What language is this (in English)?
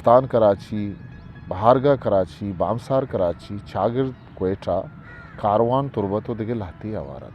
Eastern Balochi